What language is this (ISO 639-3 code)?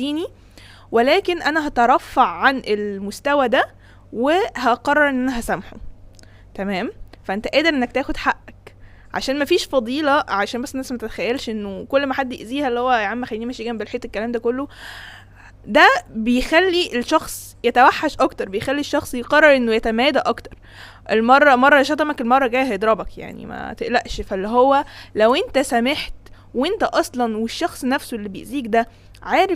arz